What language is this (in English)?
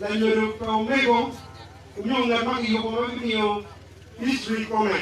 Acoli